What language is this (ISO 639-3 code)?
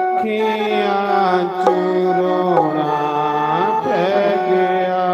doi